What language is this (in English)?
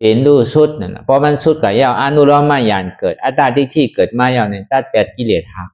Shan